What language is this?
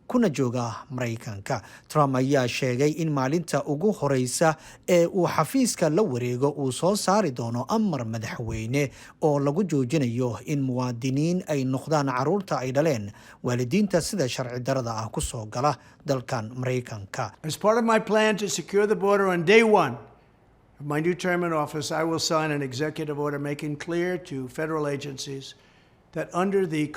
Somali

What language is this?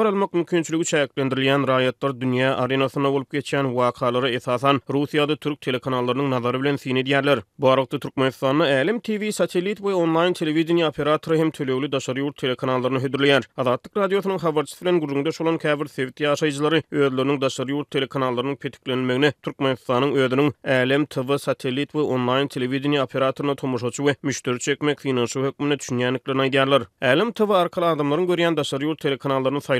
Turkmen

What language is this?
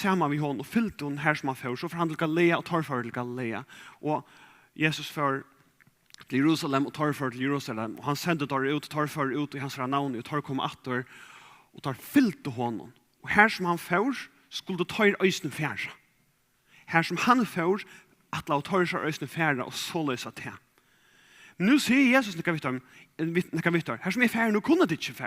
Faroese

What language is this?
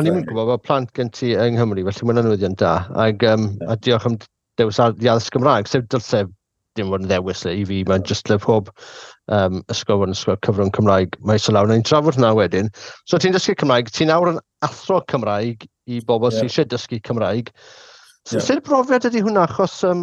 Welsh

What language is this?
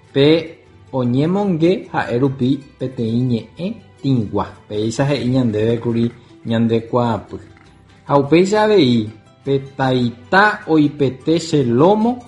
Guarani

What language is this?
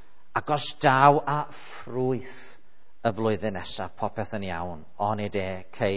Welsh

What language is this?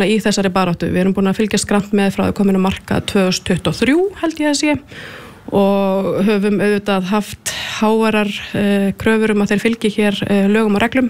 Icelandic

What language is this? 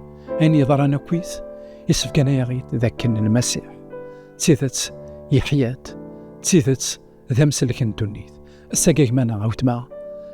Kabyle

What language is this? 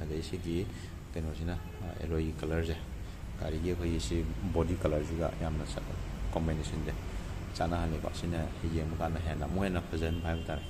Manipuri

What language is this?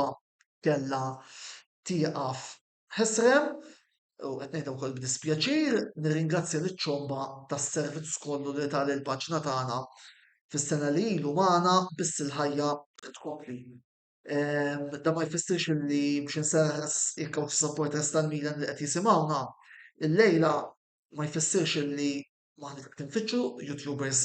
Maltese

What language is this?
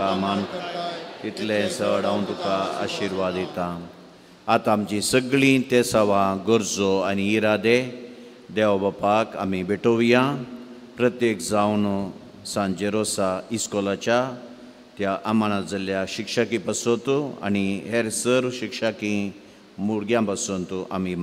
Konkani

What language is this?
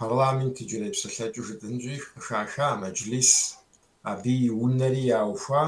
Kabardian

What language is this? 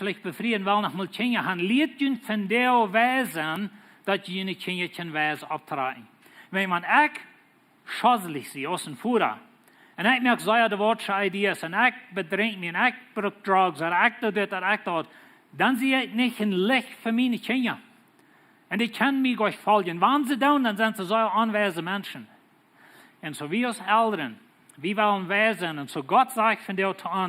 Plautdietsch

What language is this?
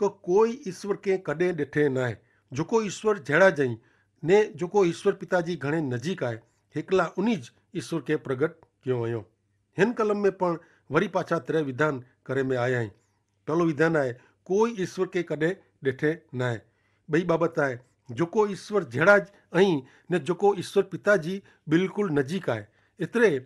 Kachhi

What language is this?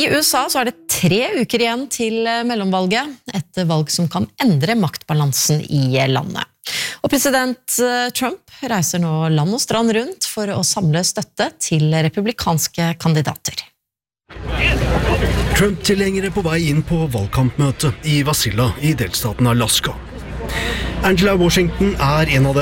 Norwegian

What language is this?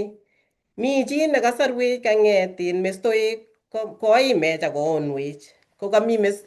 Kalenjin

